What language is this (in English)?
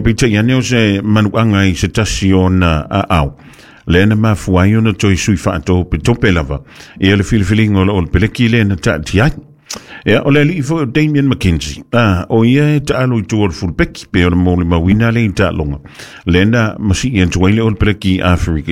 Samoan